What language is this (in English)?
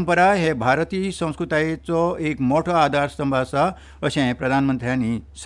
Konkani